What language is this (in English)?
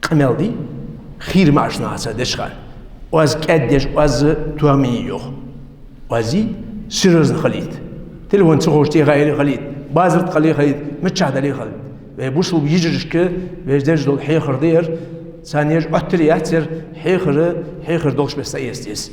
Ingush